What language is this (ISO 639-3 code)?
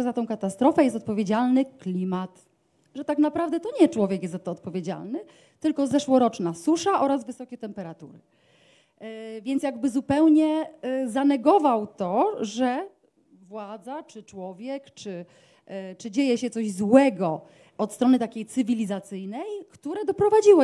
pol